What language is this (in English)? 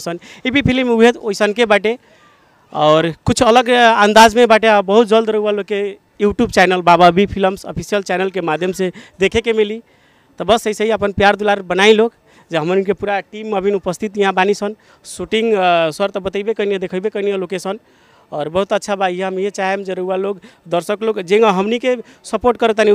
Bhojpuri